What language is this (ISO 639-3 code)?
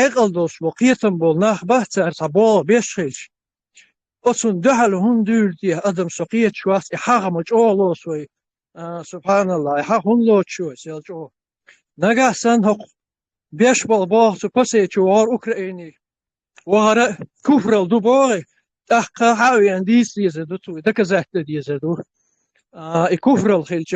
che